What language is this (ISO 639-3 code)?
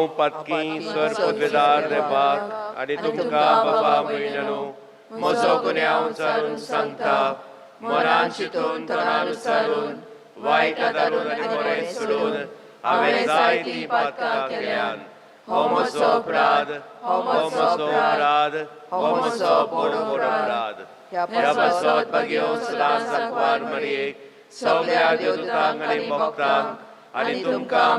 kok